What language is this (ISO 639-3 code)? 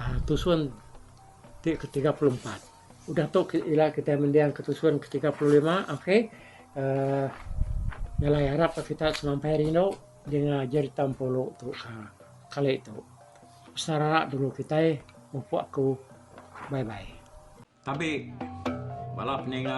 iba